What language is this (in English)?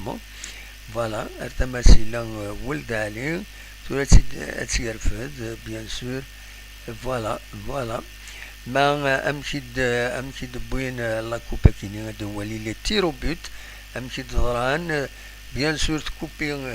Kabyle